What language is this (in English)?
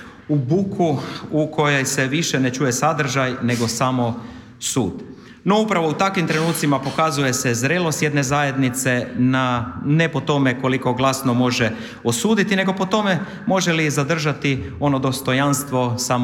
Croatian